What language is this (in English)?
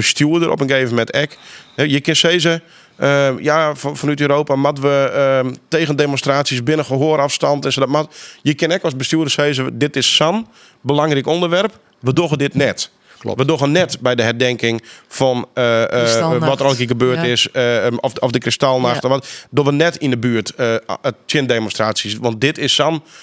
Western Frisian